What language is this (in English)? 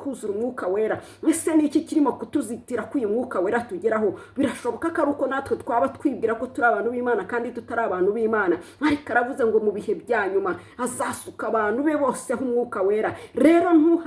Kinyarwanda